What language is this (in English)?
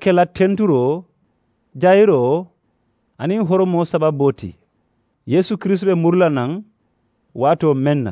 Mandingo